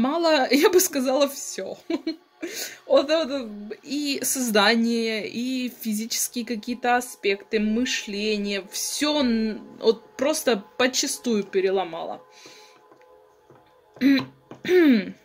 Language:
Russian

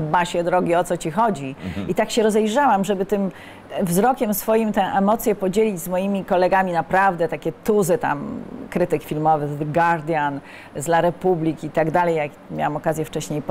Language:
Polish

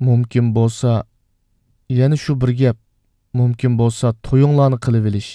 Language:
Uyghur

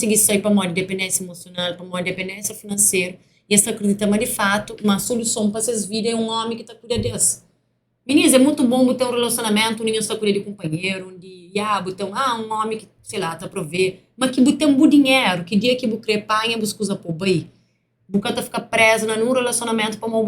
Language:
Kabuverdianu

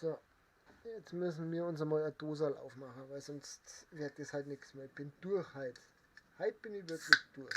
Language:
Bavarian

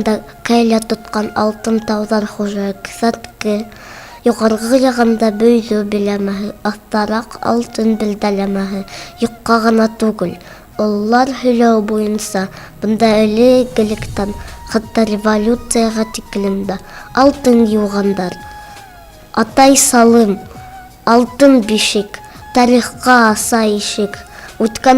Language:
Bashkir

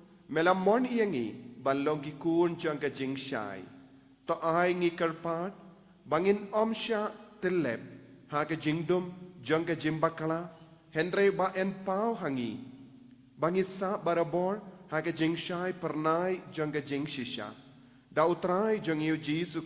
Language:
Khasi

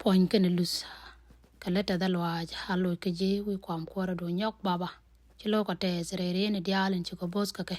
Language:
Nuer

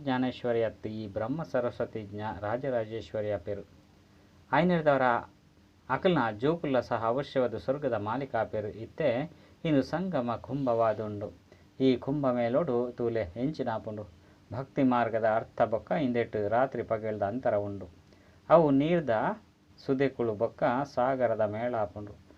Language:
Tulu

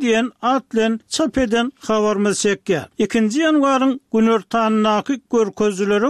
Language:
Turkmen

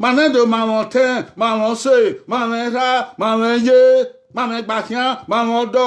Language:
Bini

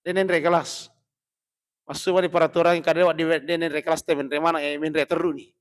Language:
Buginese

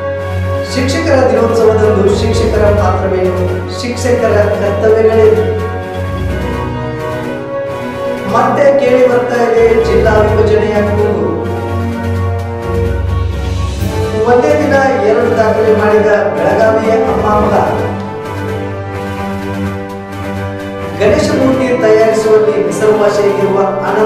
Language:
Kannada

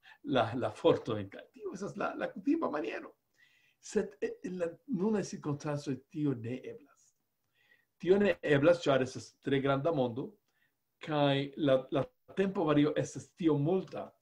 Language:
Esperanto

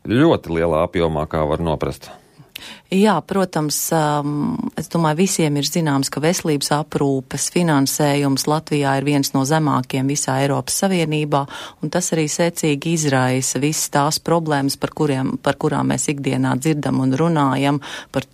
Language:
Latvian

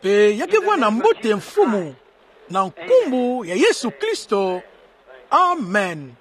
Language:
Kituba (Democratic Republic of Congo)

